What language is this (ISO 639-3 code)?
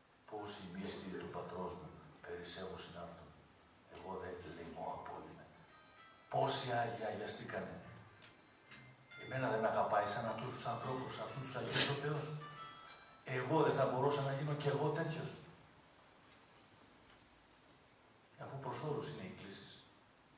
ell